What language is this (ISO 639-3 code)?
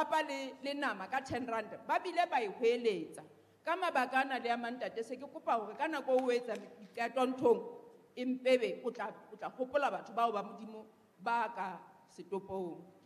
sot